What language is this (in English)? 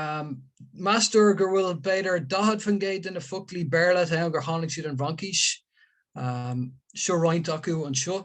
Irish